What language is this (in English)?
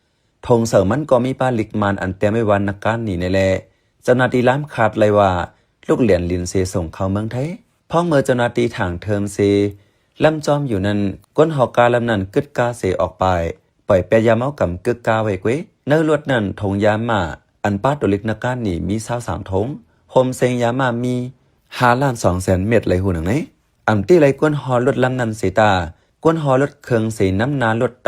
Shan